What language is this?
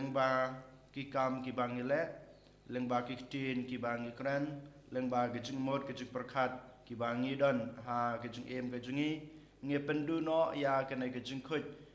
Khasi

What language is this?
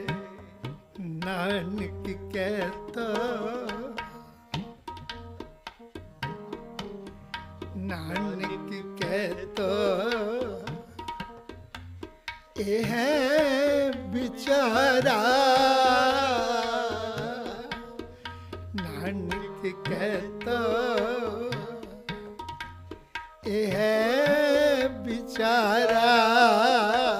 Punjabi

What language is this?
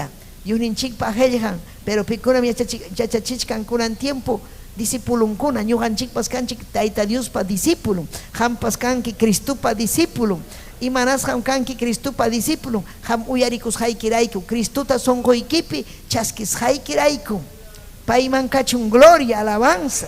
Ayacucho Quechua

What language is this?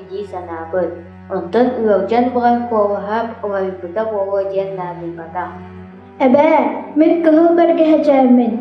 Yakut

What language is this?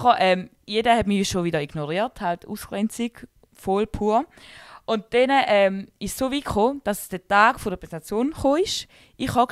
Swiss German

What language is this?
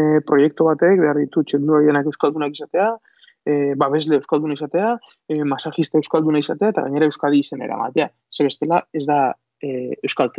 Basque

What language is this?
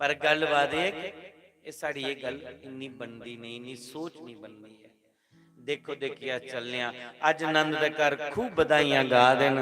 Dogri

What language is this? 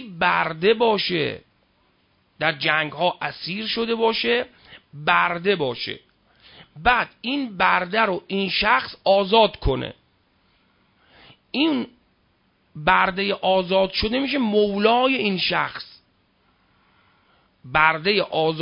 Persian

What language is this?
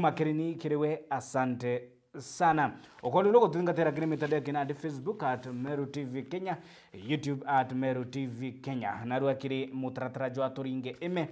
Meru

